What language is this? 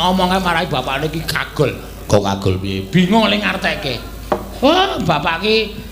Javanese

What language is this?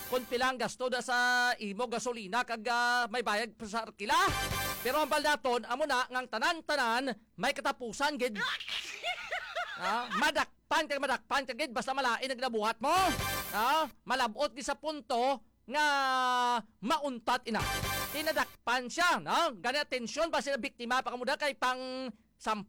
Hiligaynon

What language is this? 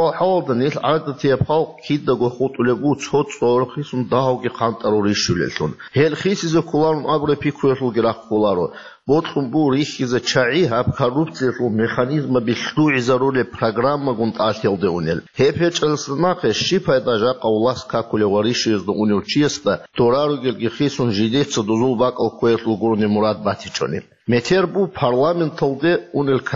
Avaric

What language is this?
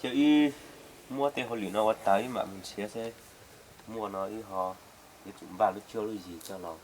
Hmong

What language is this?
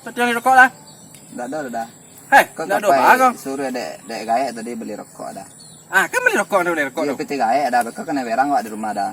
Minangkabau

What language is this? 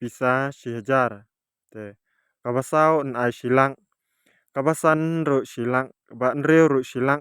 Khasi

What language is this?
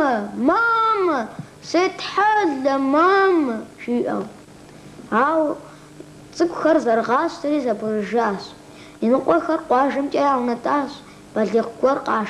Kabardian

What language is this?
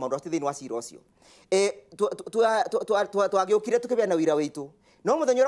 Kikuyu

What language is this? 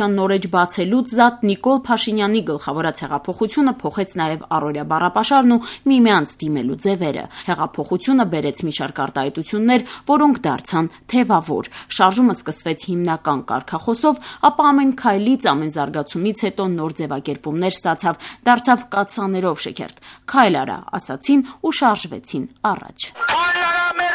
Armenian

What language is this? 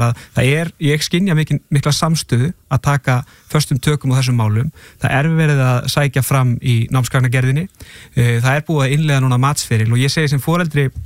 Icelandic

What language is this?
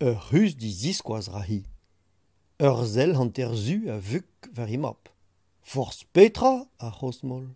Breton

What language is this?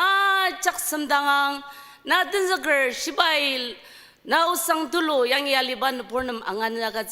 Ao Naga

